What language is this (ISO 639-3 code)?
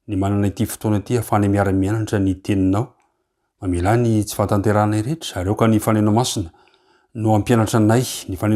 mlg